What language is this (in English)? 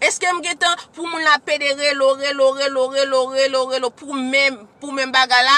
Haitian Creole